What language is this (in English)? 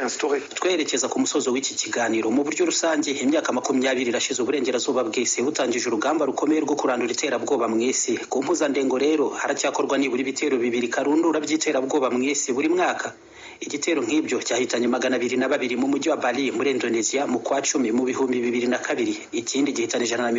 Kinyarwanda